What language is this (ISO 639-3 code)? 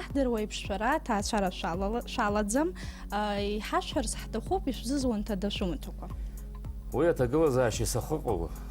abk